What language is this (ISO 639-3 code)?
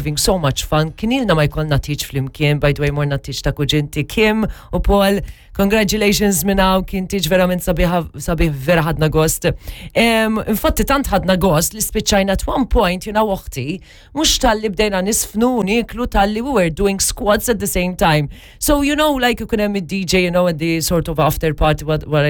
mlt